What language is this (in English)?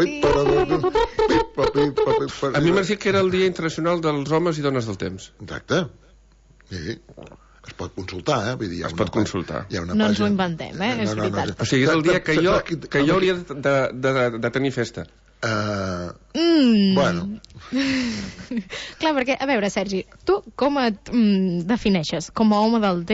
Catalan